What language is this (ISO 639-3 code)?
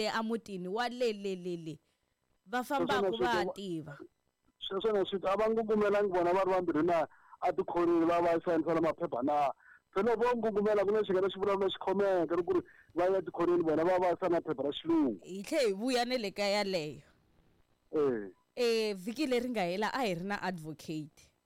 tso